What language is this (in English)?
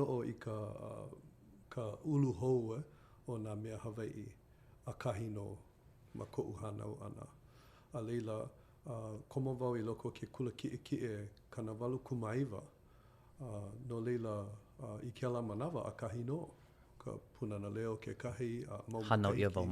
Hawaiian